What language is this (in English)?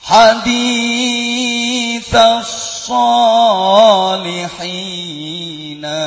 Javanese